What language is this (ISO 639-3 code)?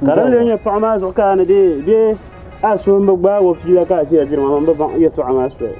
dag